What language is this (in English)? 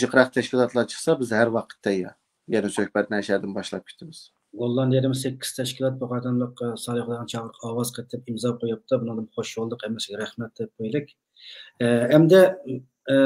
Uyghur